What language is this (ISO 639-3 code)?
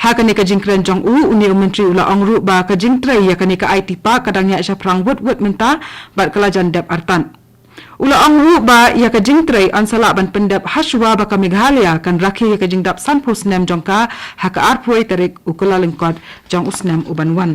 kha